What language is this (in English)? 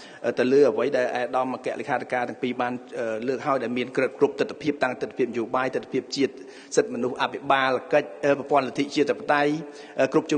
Khmer